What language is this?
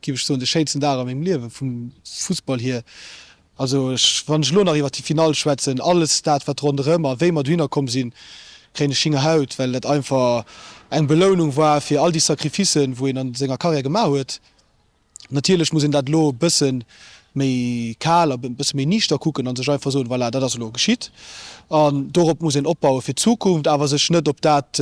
Luxembourgish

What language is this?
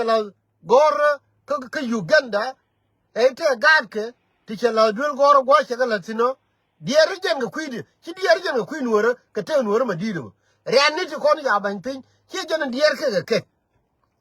Nuer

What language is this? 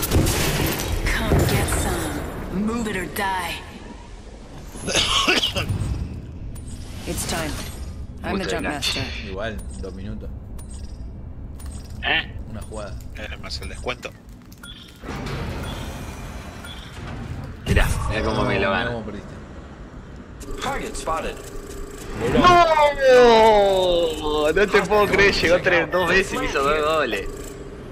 Spanish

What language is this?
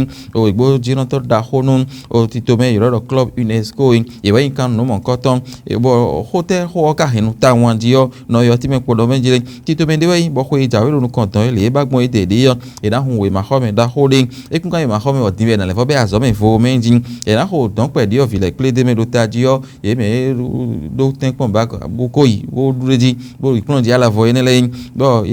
Fon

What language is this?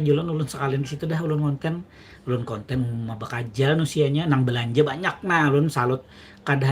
Banjar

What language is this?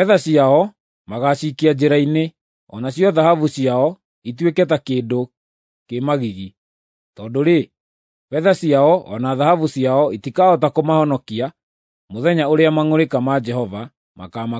Kikuyu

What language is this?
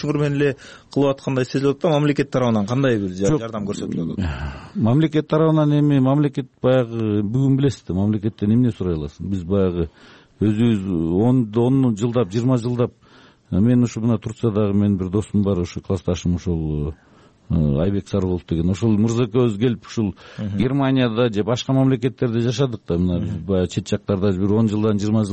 Kyrgyz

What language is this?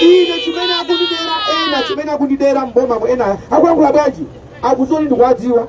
Nyanja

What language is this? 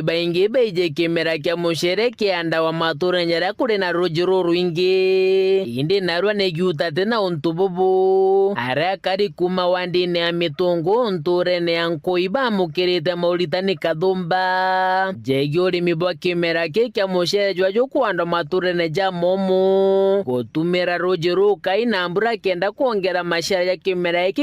Meru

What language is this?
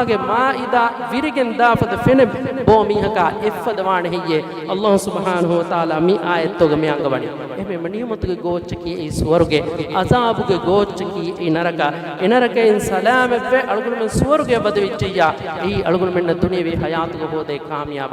Divehi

